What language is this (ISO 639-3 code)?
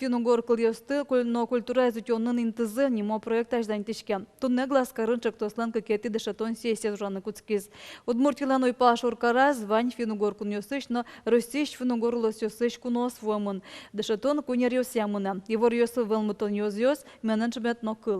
udm